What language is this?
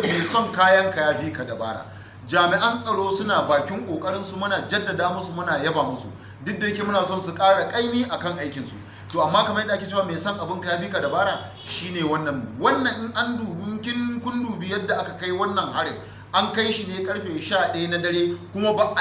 Hausa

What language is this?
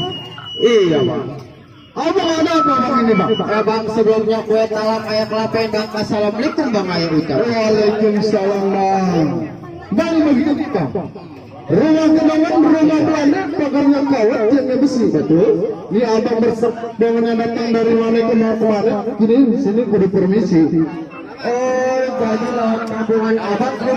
Betawi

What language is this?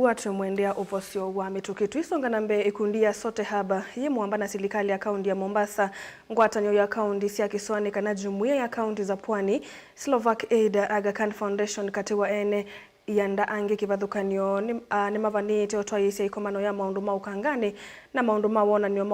Kamba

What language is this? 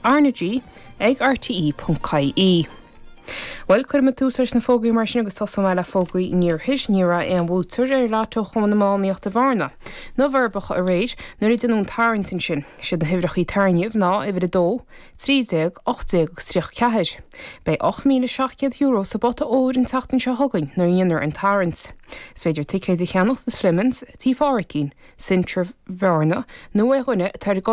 Irish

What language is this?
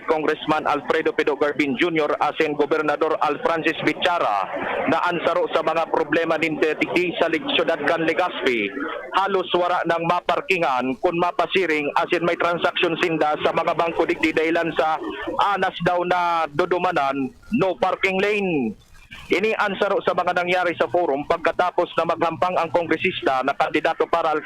Bikol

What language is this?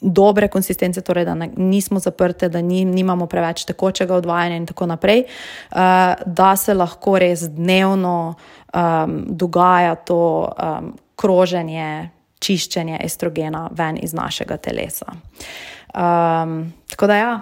Slovenian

